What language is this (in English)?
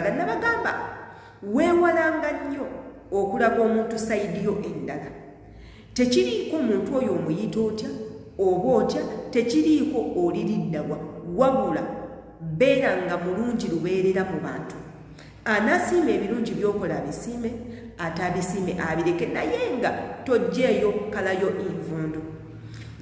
Ganda